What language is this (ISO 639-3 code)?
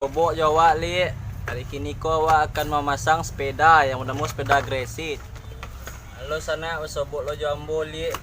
min